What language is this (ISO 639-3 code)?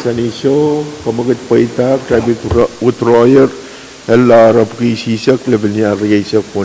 pon